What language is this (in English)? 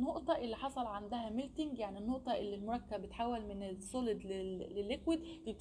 Egyptian Arabic